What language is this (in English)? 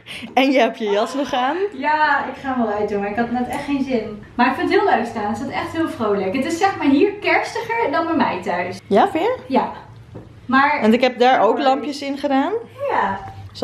Dutch